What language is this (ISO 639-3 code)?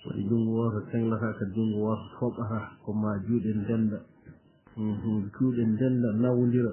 ful